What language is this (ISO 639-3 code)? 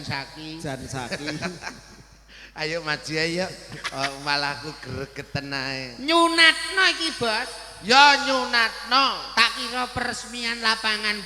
jav